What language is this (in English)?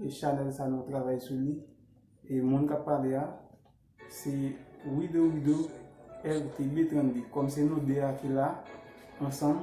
Haitian Creole